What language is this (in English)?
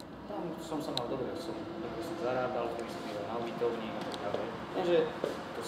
Slovak